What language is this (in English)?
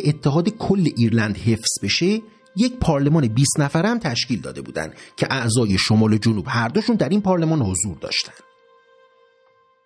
Persian